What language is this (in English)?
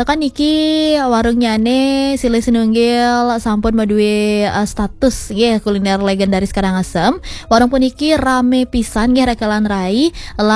Balinese